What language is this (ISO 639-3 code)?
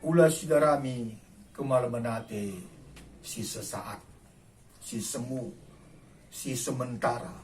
btx